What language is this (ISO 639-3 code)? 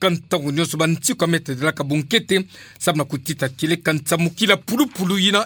ktu